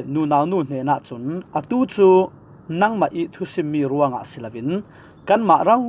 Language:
Falam Chin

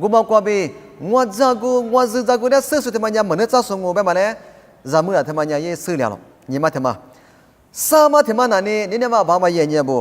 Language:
Lisu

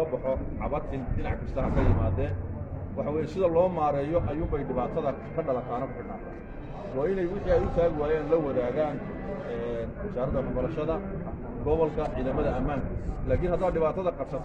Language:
Somali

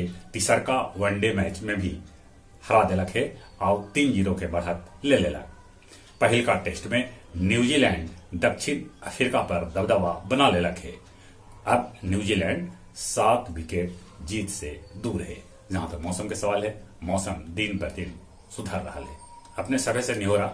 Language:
Magahi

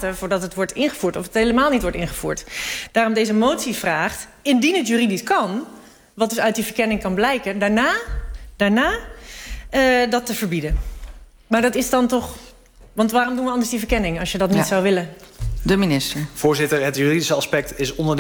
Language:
Dutch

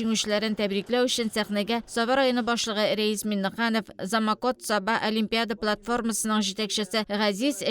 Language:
Tatar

